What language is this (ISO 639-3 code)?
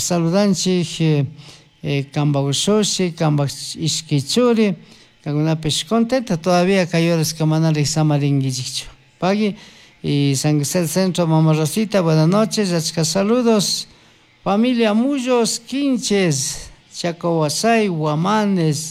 qug